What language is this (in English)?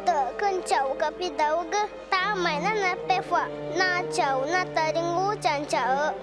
Ticuna